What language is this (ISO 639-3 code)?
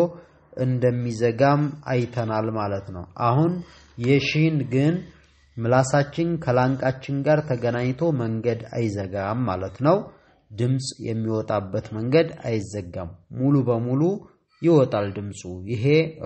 amh